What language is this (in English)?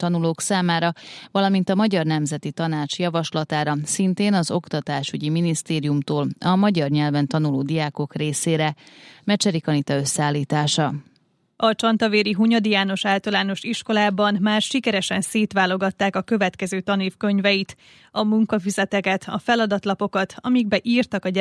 Hungarian